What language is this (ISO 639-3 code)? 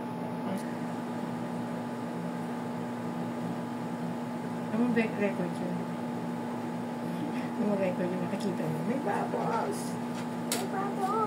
fil